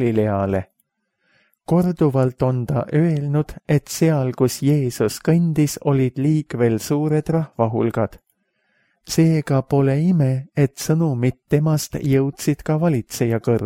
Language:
Estonian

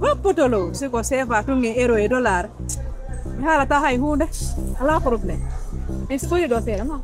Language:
Pular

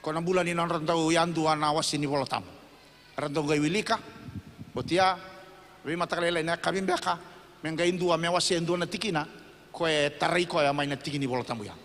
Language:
Fijian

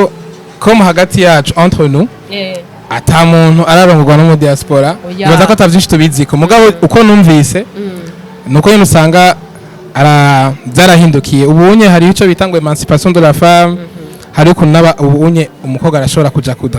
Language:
Rundi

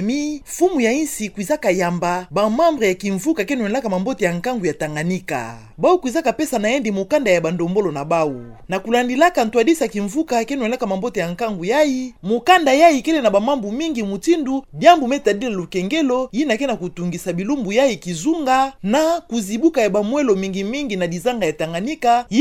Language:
Kituba (Democratic Republic of Congo)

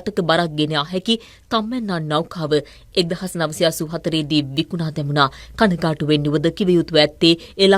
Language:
Sinhala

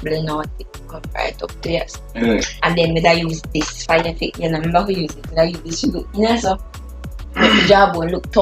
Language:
Jamaican Creole English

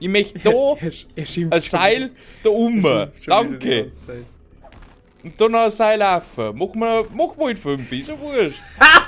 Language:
Bavarian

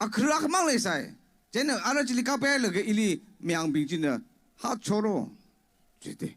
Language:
Tangkhul Naga (India)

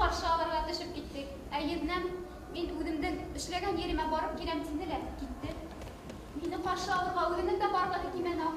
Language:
Bashkir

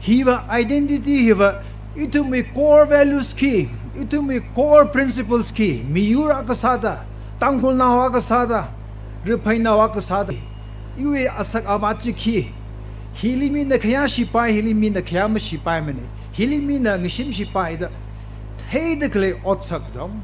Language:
Tangkhul Naga (India)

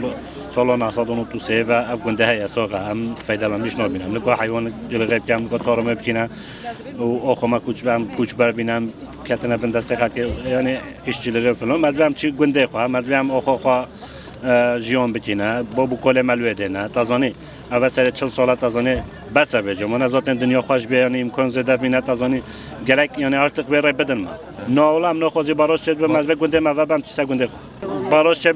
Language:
Kurdish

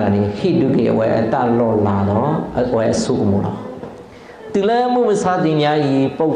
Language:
S'gaw Karen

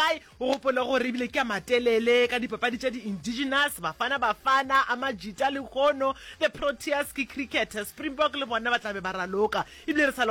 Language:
Northern Sotho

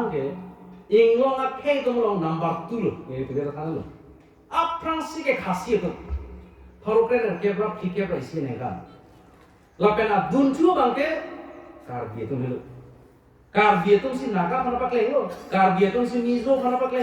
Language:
Karbi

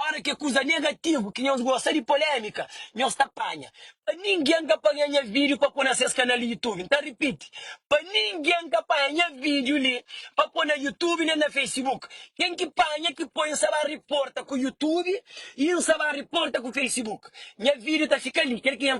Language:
Kabuverdianu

